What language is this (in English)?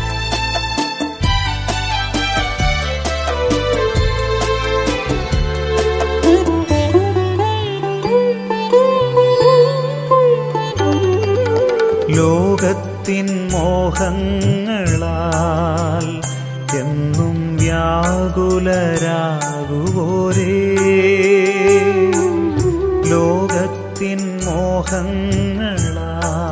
Malayalam